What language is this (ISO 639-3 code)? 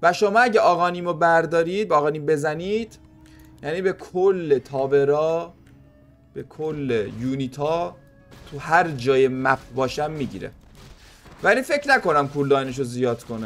fas